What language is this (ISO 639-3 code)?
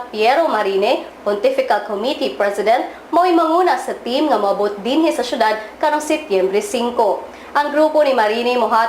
ceb